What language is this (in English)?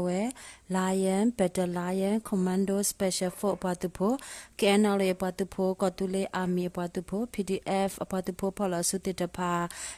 S'gaw Karen